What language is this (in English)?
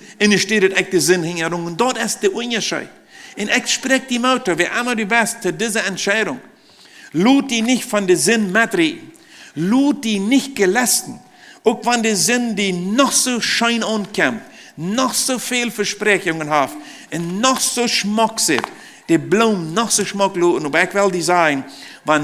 Plautdietsch